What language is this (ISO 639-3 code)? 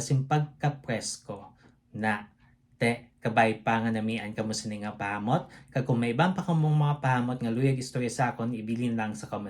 hil